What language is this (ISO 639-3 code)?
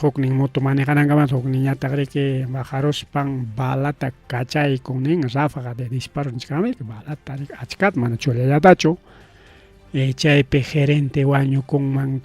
quy